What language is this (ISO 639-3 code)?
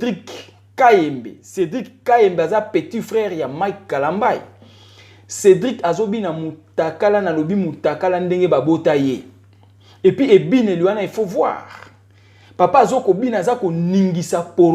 lin